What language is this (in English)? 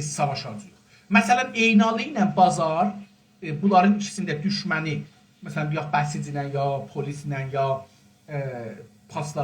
South Azerbaijani